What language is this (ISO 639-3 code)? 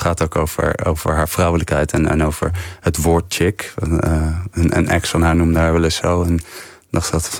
nld